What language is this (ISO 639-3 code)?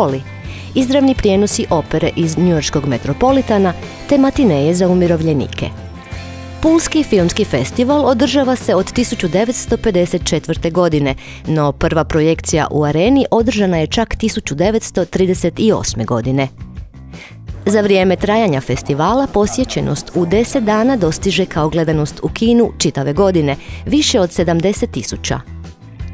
hrv